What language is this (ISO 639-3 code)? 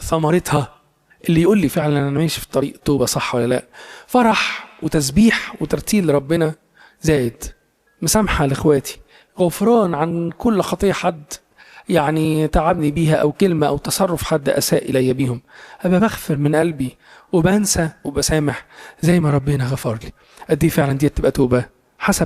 arz